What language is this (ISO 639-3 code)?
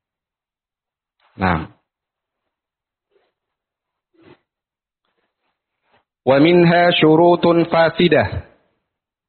ind